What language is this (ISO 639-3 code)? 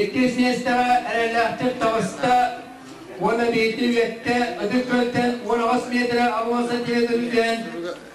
sah